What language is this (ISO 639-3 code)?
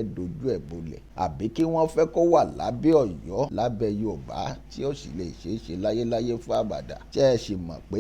yor